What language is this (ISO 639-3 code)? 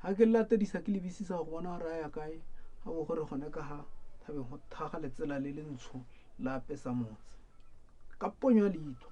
tsn